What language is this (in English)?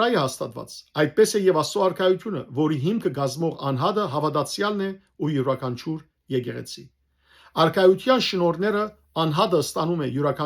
Western Armenian